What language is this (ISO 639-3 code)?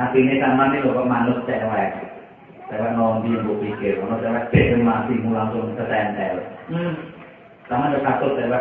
jav